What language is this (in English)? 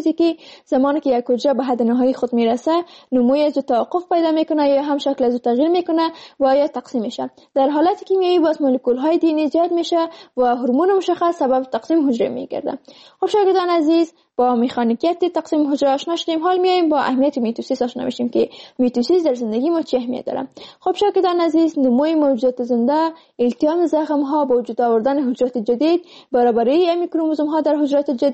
Persian